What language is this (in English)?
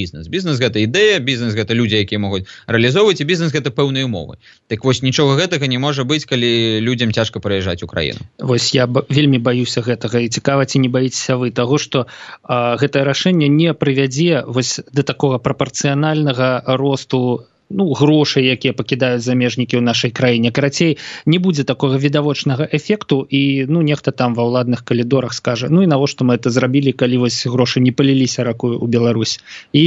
Belarusian